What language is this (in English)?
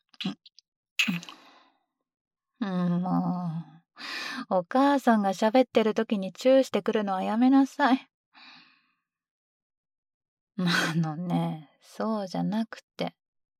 Japanese